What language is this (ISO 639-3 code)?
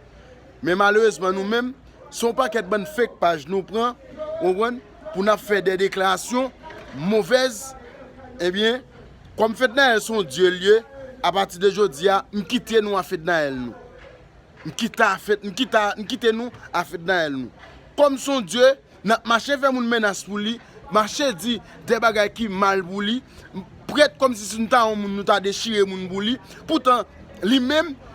hat